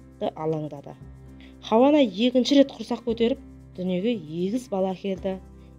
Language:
Kazakh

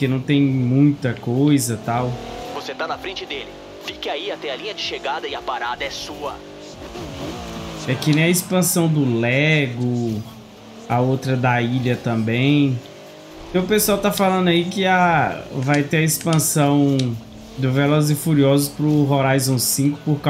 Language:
Portuguese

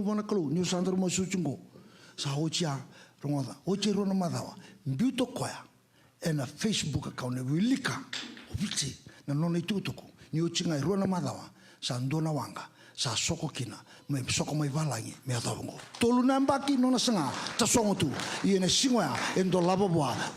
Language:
Fijian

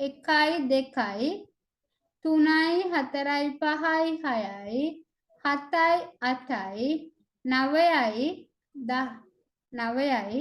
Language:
Sinhala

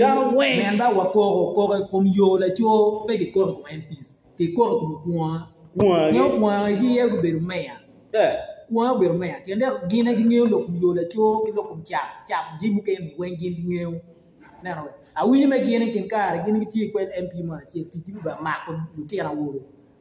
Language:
Acoli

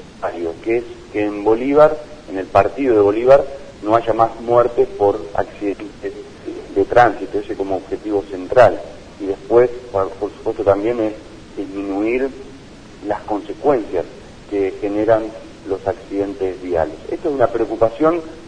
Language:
Spanish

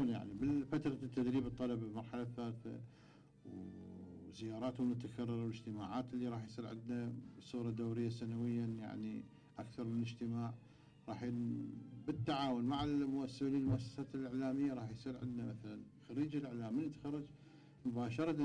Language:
Mesopotamian Arabic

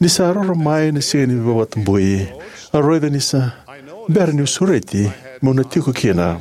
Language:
Fijian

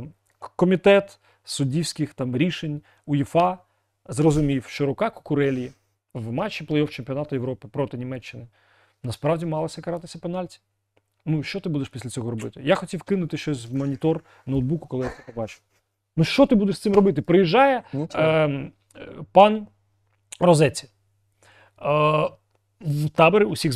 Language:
Ukrainian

